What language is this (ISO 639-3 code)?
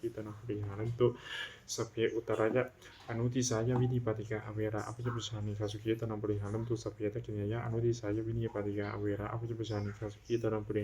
pli